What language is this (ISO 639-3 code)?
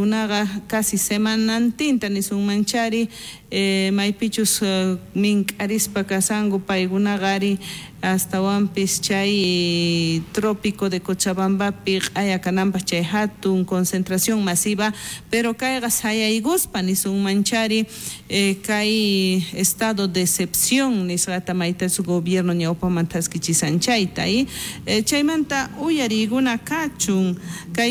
quh